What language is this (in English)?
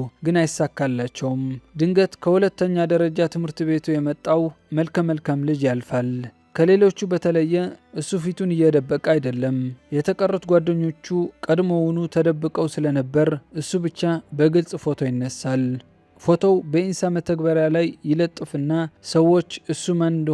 Amharic